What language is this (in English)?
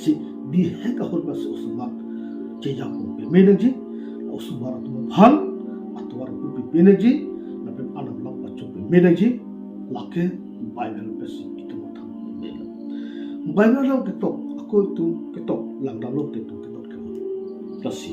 Karbi